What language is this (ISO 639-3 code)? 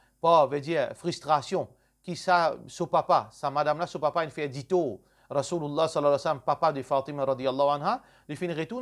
mfe